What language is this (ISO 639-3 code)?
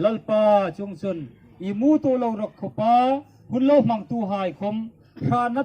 hmr